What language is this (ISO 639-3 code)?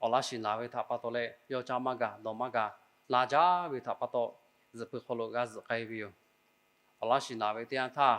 lhu